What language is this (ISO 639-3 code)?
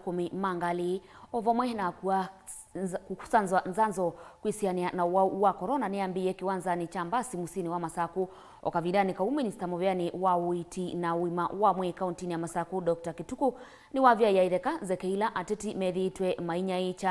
kam